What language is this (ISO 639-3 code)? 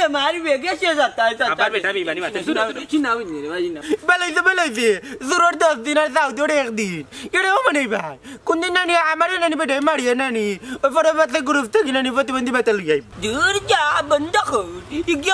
syl